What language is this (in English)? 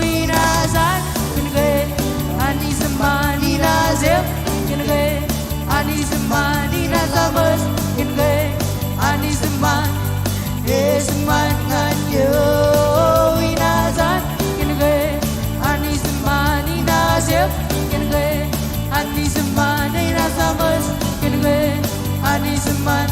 Marshallese